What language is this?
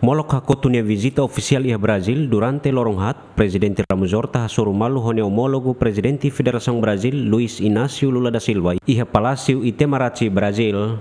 Tetum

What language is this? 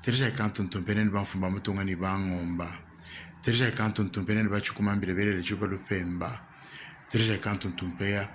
Luba-Lulua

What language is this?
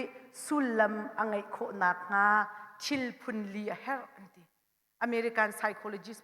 Hakha Chin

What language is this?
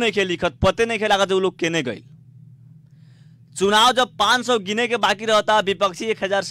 Bhojpuri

